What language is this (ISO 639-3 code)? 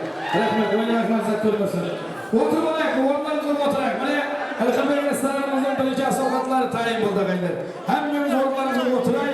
kaa